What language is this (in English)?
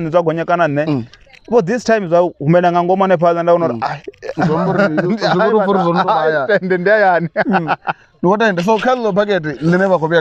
Venda